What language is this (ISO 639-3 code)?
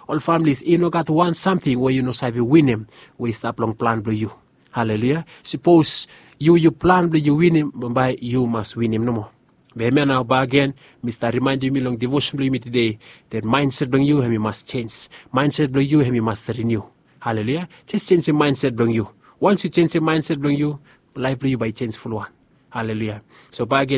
bis